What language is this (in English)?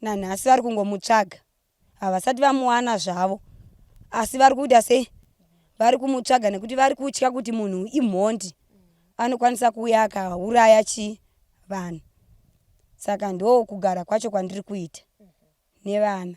Shona